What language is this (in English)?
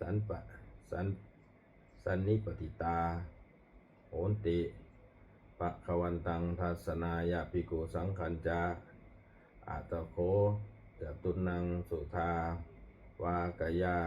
Pali